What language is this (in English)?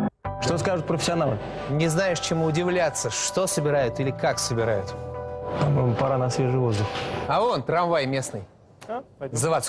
Russian